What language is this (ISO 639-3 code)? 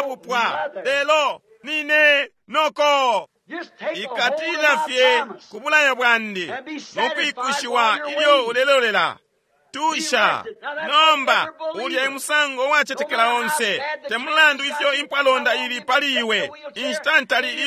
bem